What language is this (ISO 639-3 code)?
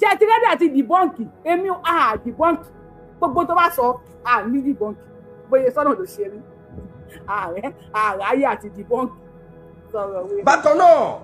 yor